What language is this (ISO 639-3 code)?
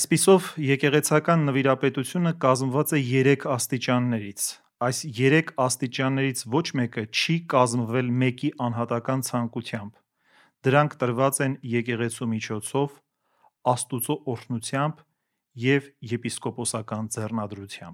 hye